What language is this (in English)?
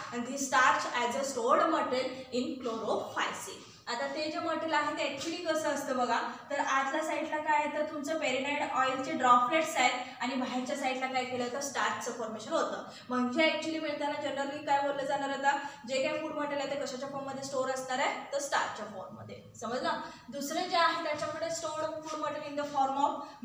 Marathi